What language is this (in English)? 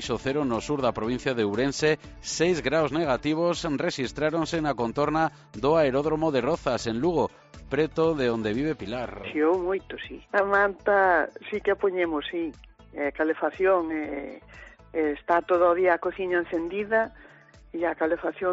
Galician